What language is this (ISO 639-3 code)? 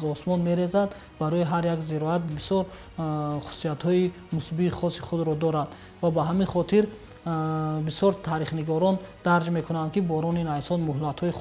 tgk